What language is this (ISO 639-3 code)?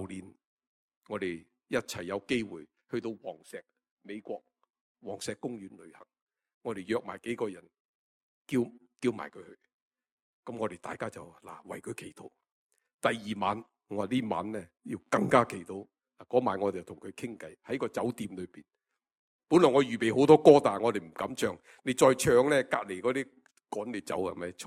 yue